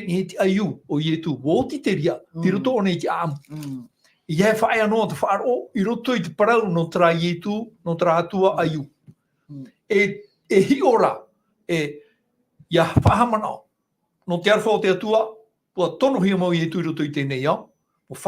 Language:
Tahitian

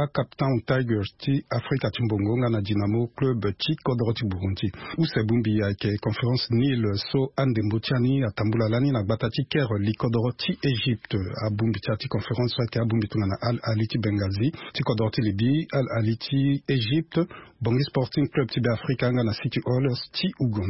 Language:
Sango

